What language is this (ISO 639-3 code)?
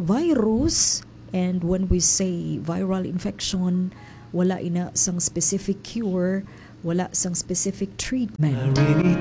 hil